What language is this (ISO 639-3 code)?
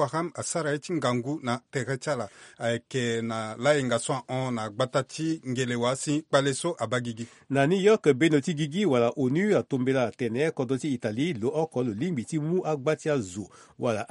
sag